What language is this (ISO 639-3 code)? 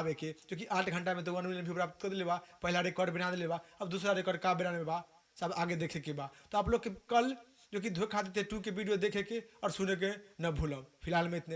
bho